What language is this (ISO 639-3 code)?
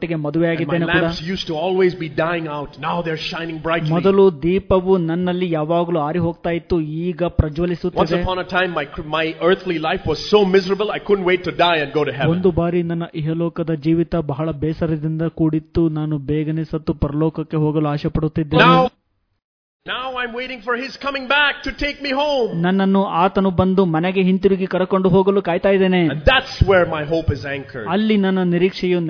kan